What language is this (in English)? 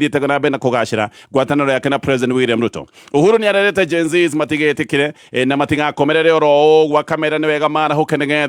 Kikuyu